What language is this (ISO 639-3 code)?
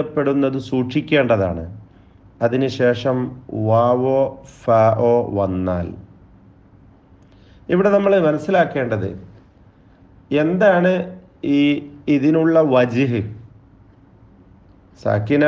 mal